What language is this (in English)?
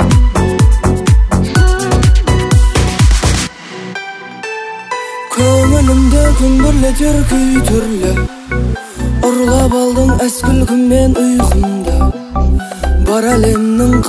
Kazakh